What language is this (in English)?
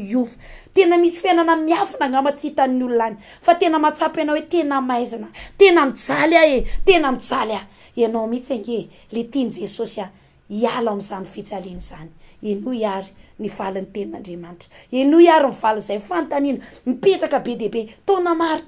Malagasy